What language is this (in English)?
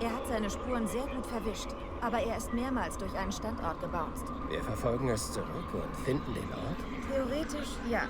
Bavarian